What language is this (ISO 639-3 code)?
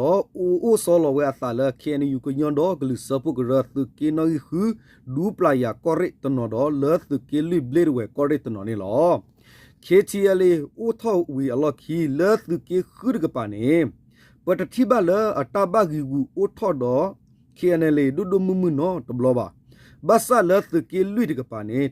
ksw